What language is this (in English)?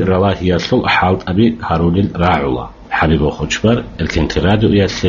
Avaric